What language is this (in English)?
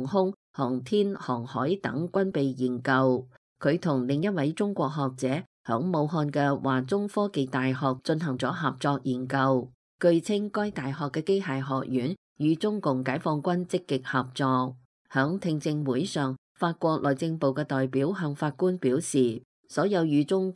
Cantonese